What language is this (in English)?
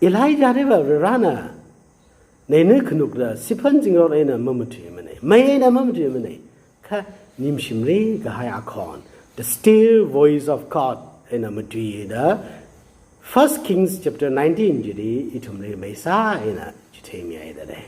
Tangkhul Naga (India)